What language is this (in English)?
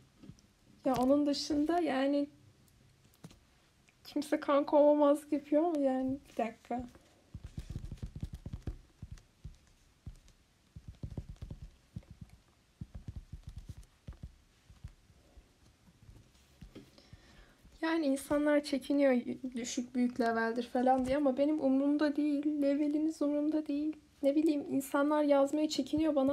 Turkish